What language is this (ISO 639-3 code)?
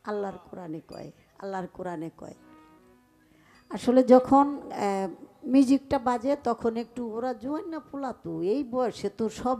ben